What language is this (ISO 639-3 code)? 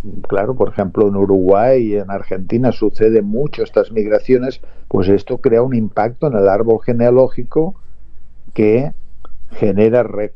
spa